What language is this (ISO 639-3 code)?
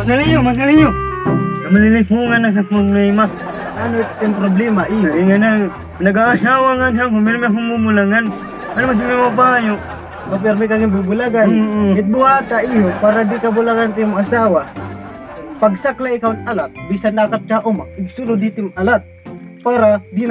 war